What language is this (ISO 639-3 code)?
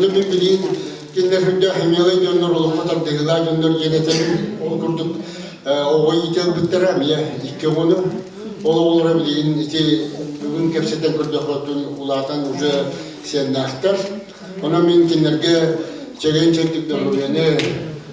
sah